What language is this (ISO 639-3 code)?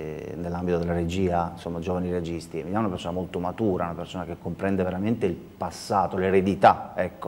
ita